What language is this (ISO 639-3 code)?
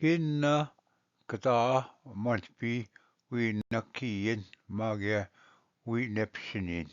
oji